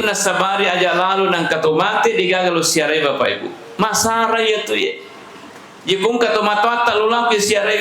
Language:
Buginese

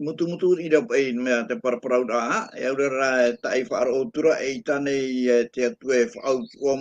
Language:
Tahitian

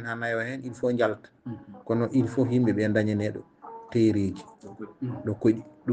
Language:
Fula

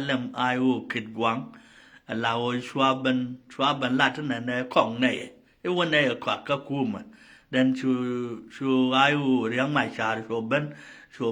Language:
Nuer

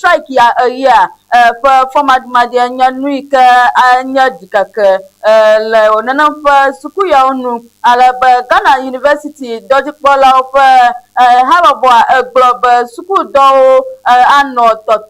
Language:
Ewe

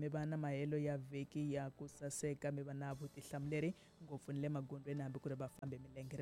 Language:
Tsonga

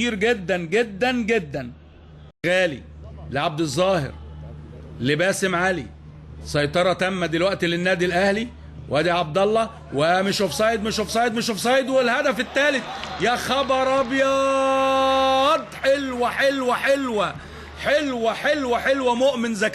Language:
Egyptian Arabic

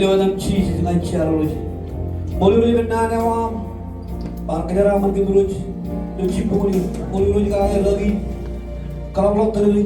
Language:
Marshallese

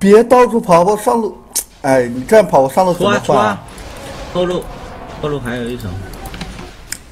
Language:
Chinese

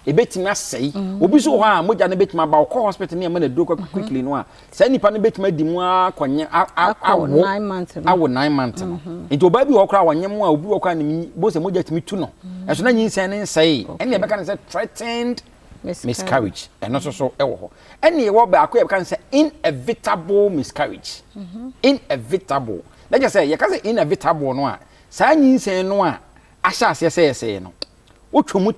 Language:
Akan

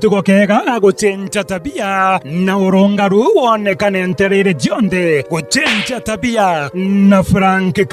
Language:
Meru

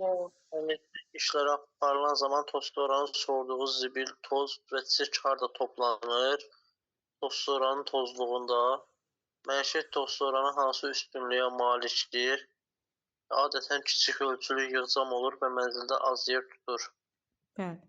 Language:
Azerbaijani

